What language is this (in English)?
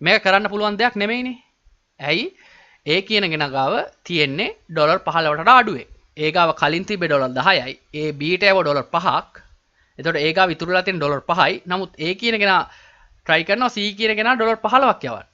Sinhala